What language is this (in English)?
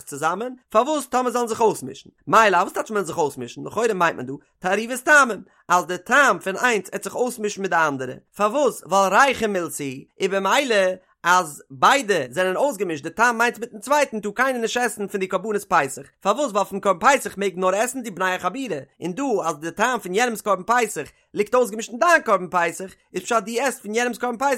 Yiddish